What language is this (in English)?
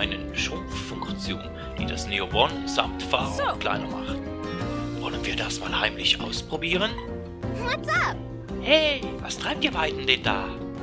Swiss German